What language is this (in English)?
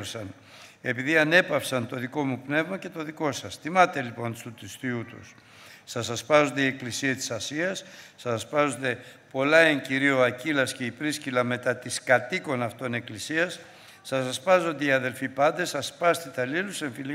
Greek